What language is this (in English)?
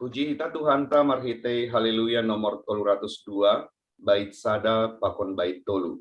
Batak Simalungun